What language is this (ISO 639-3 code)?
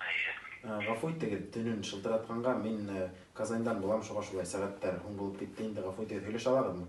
bak